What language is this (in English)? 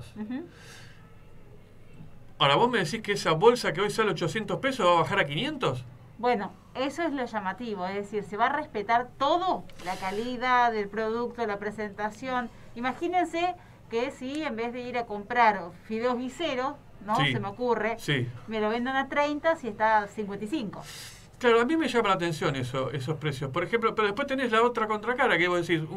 Spanish